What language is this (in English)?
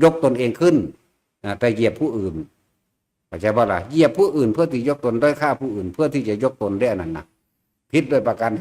Northeastern Thai